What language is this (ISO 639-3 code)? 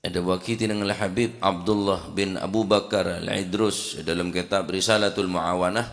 mad